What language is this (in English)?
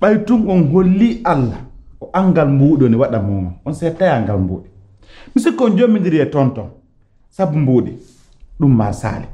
Pular